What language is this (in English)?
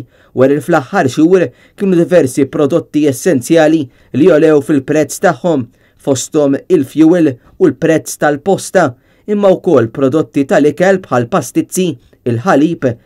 Maltese